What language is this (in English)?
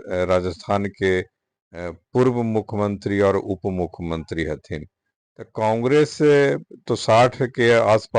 Magahi